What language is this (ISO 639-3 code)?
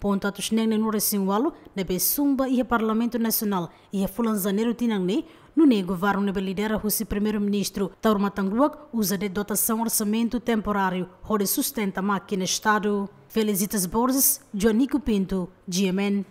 tet